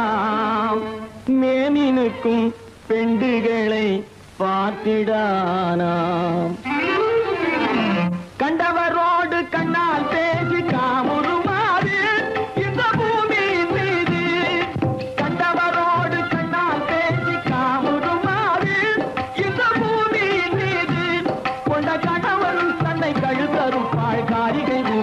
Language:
Tamil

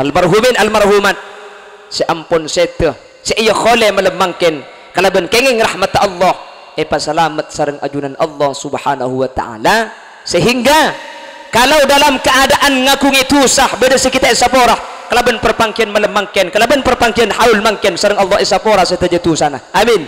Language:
Madurese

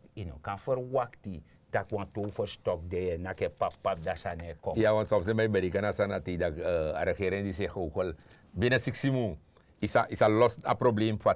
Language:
Sranan Tongo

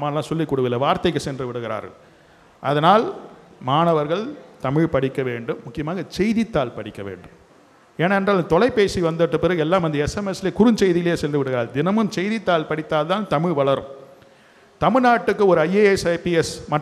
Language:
Tamil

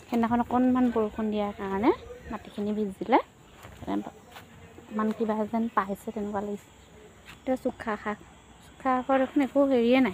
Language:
Assamese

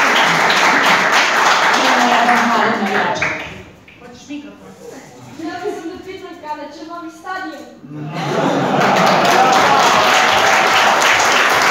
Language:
Serbian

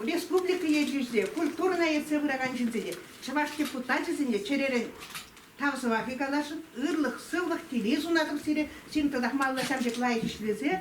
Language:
Chuvash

